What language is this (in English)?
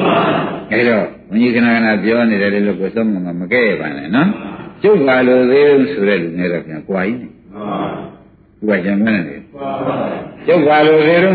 Burmese